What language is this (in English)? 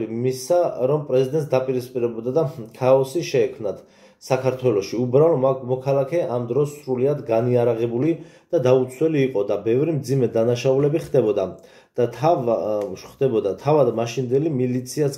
Georgian